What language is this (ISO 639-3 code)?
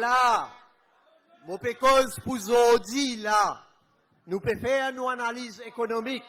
mfe